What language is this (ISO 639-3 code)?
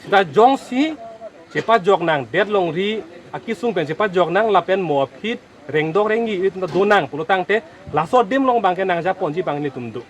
mjw